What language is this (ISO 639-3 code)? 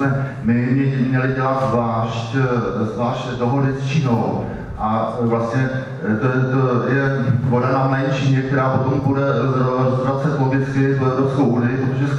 ces